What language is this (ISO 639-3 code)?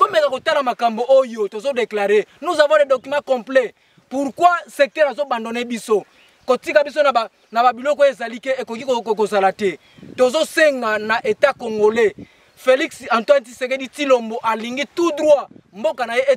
lin